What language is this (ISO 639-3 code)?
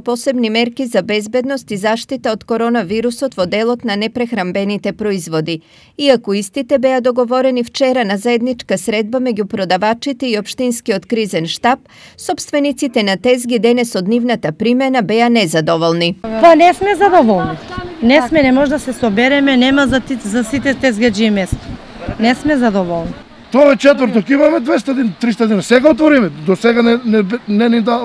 mkd